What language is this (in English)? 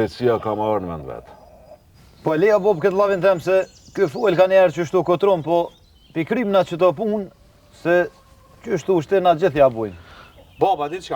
Albanian